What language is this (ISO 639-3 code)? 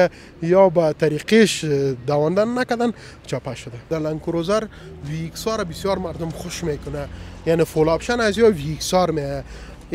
fas